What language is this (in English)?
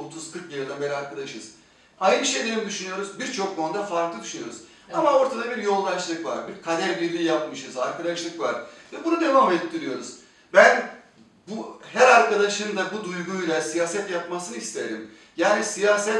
Turkish